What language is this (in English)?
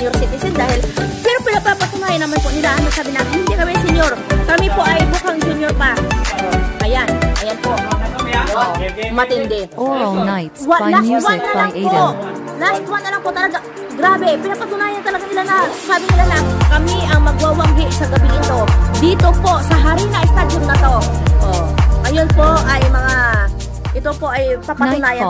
Filipino